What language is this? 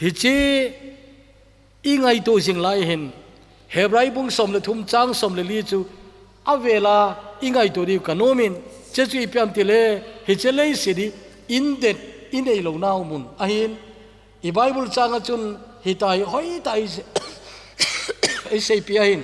Thado Chin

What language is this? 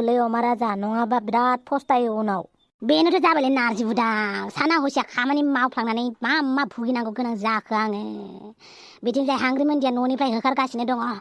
Bodo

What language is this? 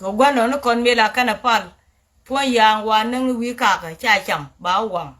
Nuer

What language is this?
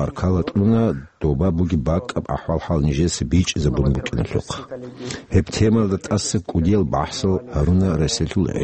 Avaric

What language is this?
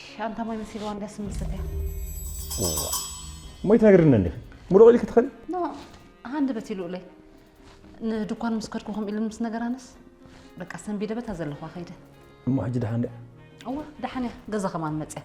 Tigrinya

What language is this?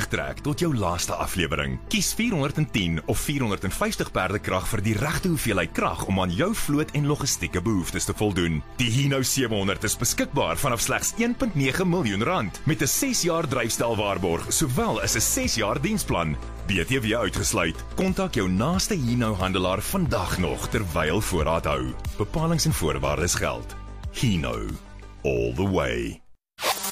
Afrikaans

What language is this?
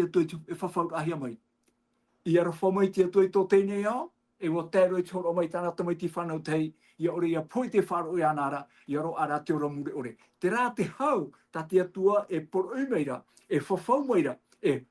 Tahitian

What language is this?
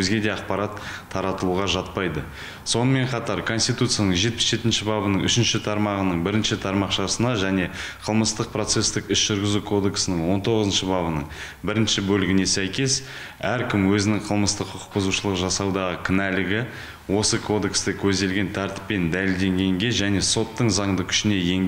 Kazakh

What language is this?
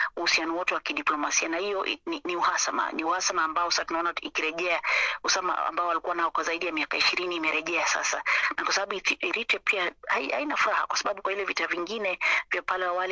Swahili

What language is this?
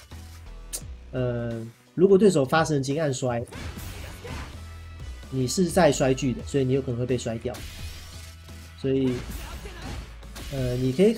Chinese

